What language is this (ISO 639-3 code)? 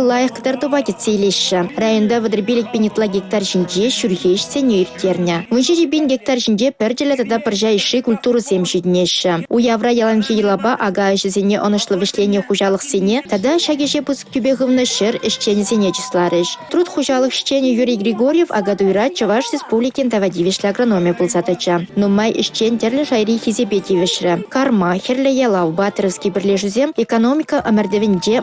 chv